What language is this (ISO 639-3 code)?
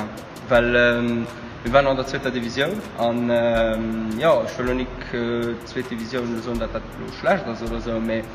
ltz